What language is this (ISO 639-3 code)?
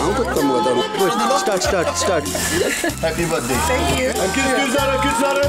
kok